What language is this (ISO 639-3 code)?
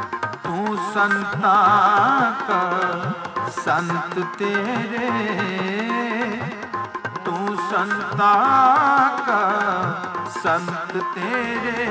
pan